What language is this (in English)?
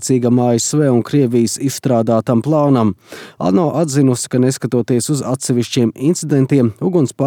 Latvian